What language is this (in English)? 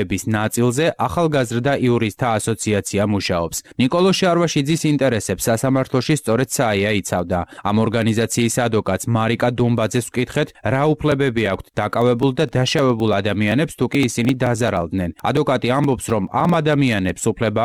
Georgian